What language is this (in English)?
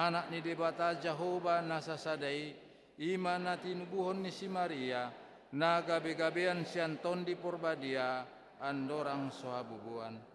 Batak Toba